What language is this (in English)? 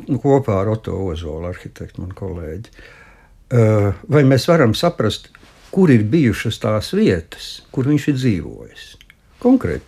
Latvian